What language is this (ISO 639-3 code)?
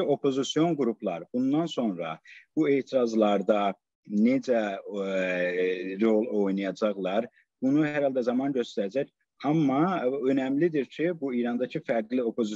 azb